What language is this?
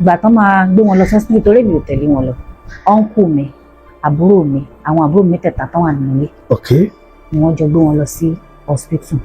Yoruba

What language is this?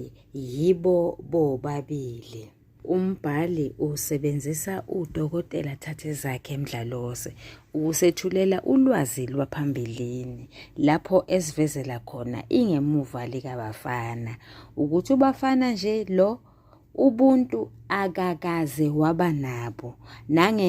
Zulu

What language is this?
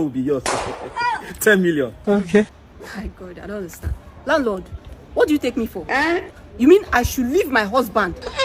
Nigerian Pidgin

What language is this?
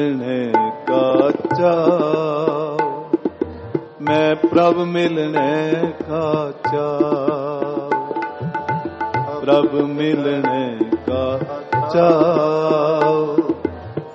Punjabi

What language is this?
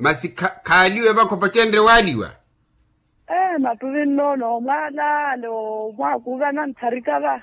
Makhuwa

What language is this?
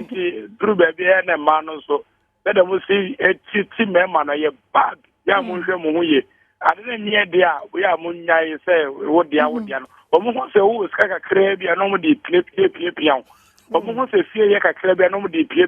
Akan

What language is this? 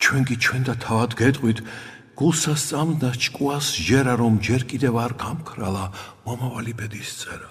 Georgian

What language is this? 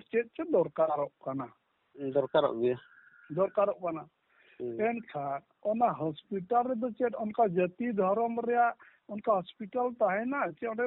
Santali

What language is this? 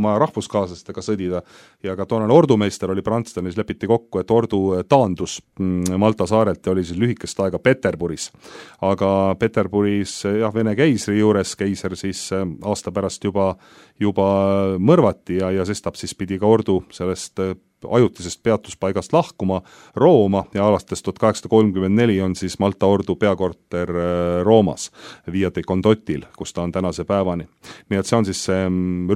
Estonian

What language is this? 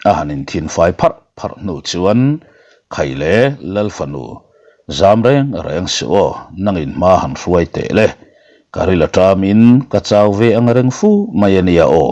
Mizo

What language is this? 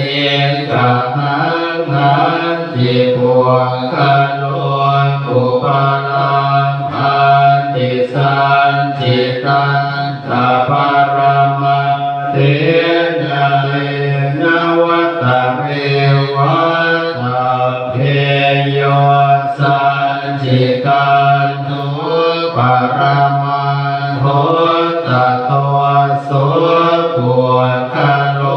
Pali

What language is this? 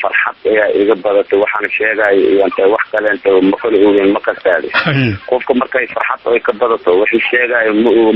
Somali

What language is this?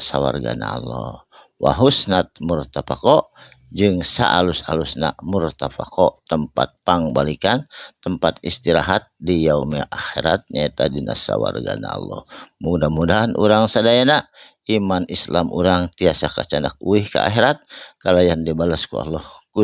Sundanese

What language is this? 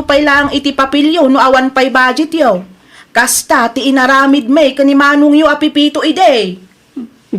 Iloko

